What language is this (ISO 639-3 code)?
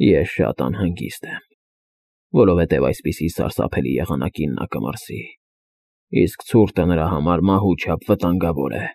hye